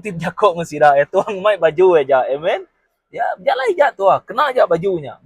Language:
Iban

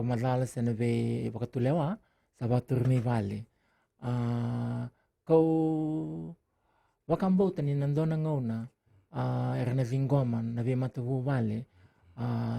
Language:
Fijian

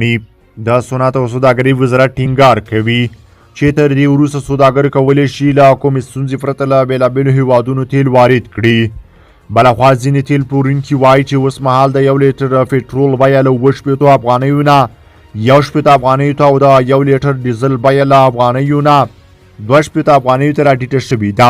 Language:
Pashto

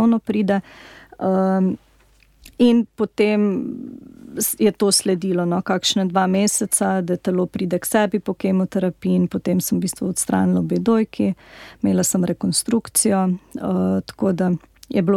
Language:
Slovenian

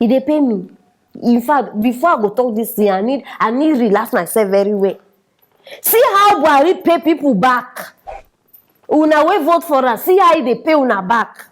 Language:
Nigerian Pidgin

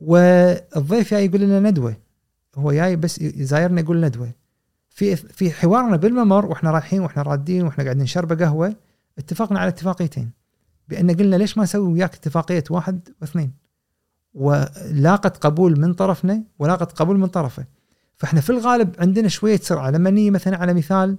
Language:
Gulf Arabic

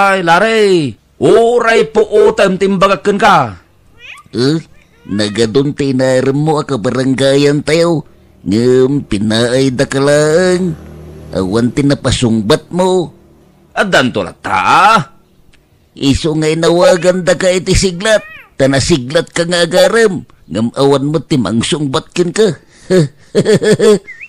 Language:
Iloko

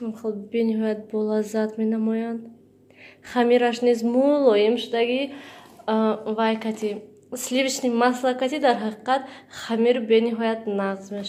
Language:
Tajik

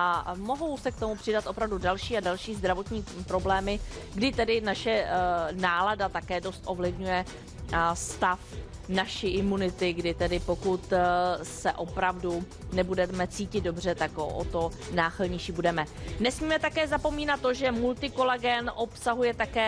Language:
Czech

